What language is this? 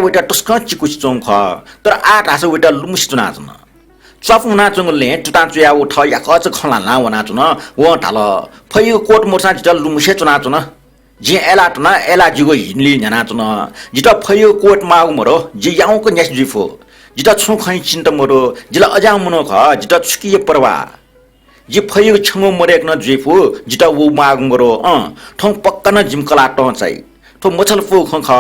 Newari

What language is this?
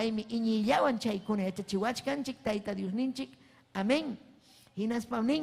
Ayacucho Quechua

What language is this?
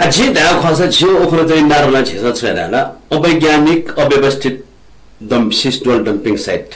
Newari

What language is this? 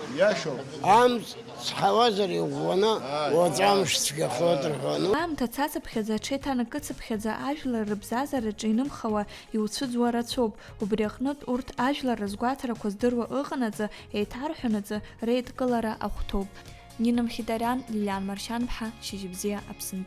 Abkhazian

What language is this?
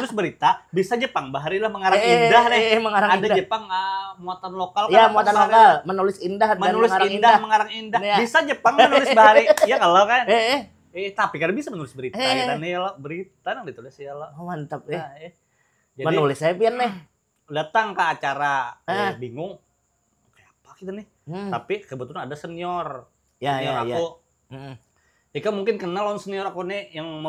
Banjar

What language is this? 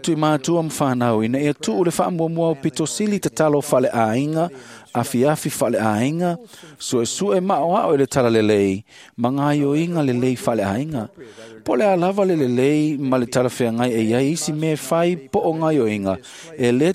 Samoan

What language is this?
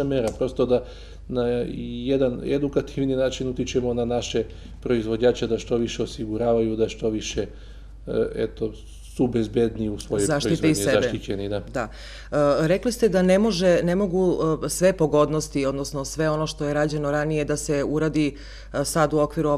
Serbian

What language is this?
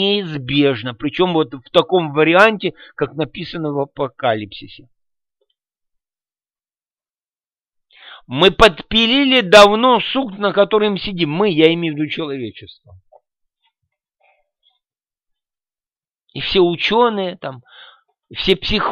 Russian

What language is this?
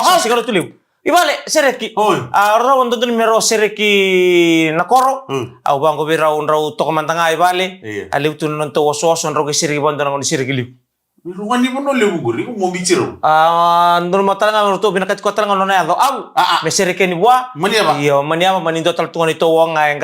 Fijian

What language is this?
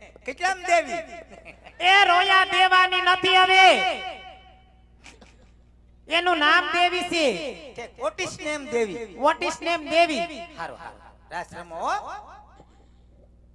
Gujarati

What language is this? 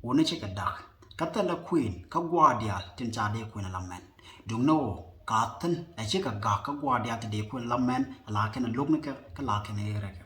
Nuer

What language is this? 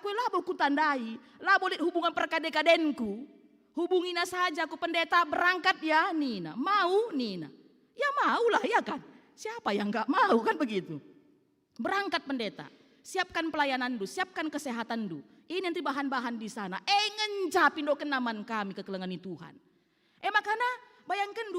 Batak Karo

